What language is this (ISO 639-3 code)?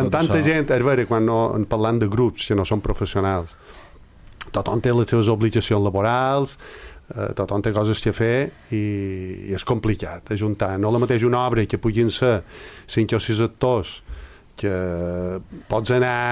cat